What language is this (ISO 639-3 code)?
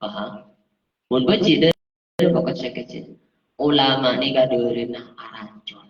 mad